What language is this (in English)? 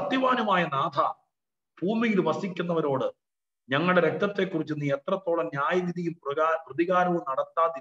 Malayalam